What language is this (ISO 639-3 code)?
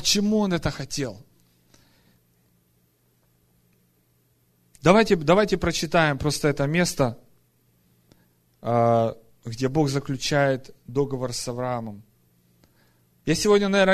rus